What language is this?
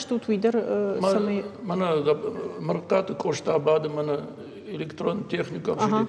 Ossetic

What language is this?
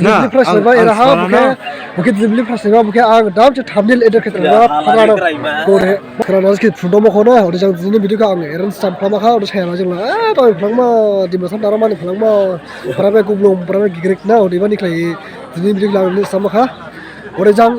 Dimasa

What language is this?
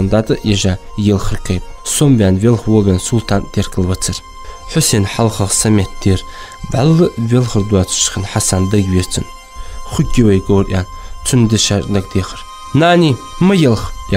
Ingush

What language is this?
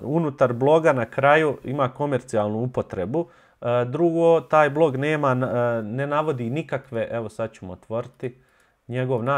Bosnian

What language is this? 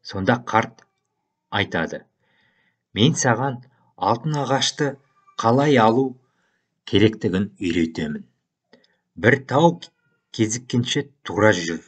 Kazakh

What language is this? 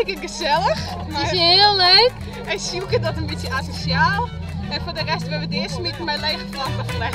Western Frisian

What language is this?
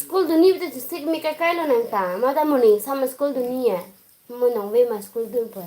Karbi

